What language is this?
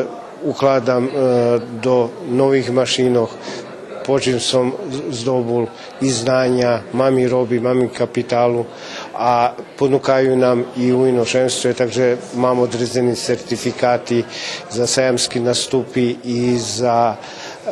Rusyn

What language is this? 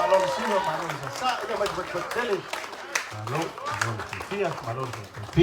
Samoan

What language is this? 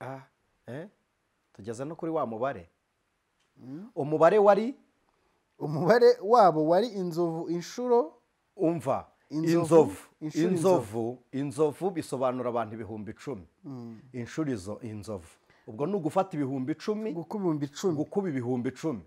Kinyarwanda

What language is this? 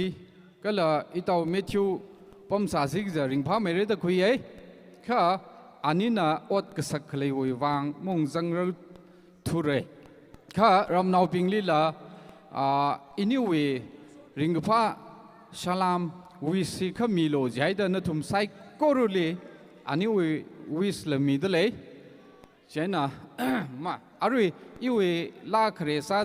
Tangkhul Naga (India)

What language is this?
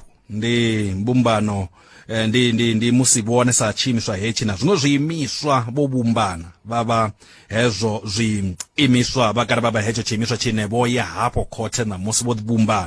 Venda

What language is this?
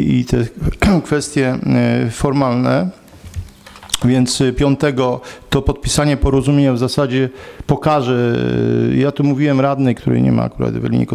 Polish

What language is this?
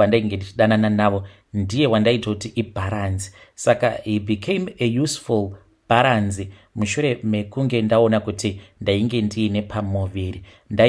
Shona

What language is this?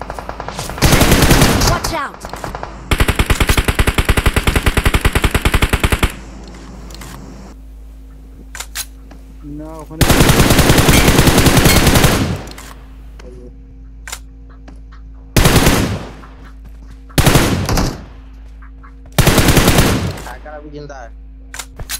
Hindi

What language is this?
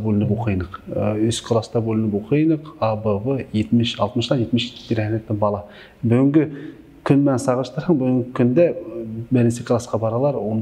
Bashkir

